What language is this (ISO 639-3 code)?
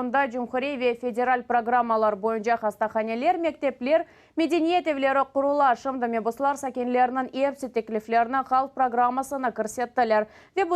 crh